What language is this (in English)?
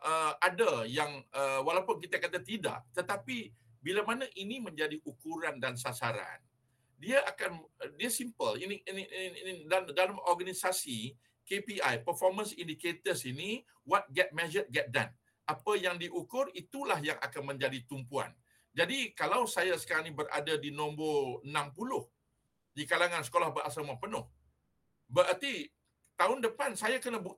Malay